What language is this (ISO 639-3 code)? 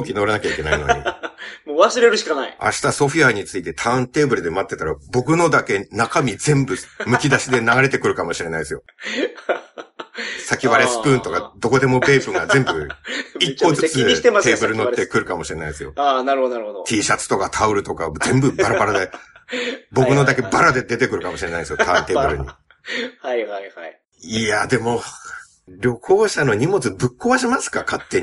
jpn